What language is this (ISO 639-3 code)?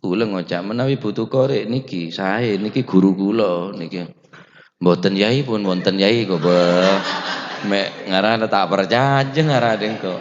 mad